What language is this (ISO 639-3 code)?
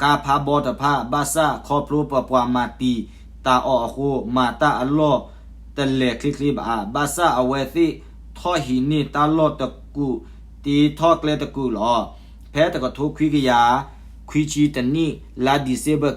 ksw